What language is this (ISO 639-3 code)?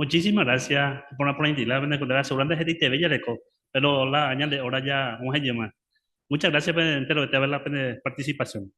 grn